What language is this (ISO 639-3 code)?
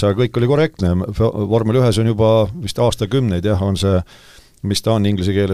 est